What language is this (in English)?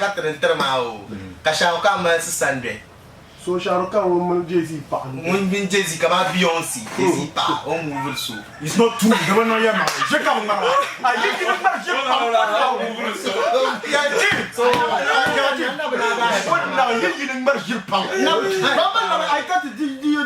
Dagbani